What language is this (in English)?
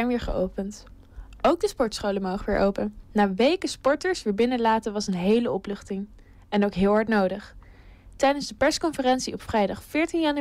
Dutch